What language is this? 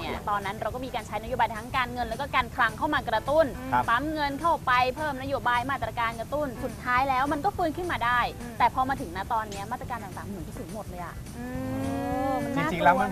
Thai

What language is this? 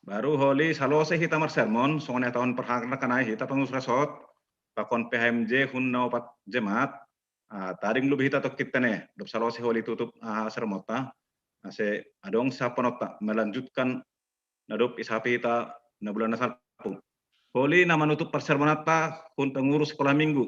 Batak Simalungun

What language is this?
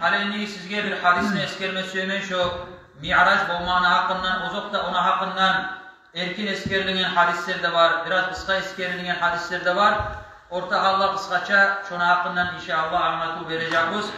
Kumyk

